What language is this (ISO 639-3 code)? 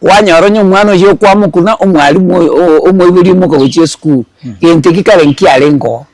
guz